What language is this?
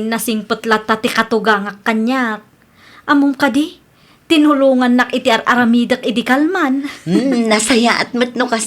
Iloko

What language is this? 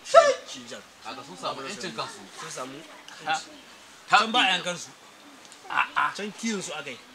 Hausa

